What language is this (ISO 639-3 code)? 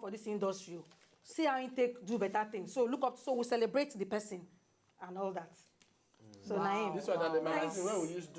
pcm